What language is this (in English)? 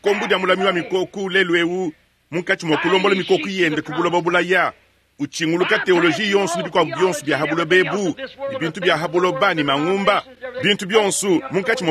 Luba-Lulua